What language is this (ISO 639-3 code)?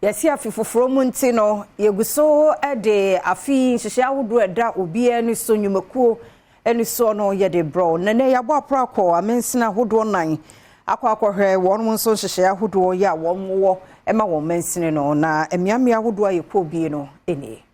aka